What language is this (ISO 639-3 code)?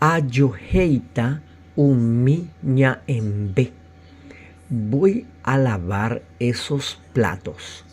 grn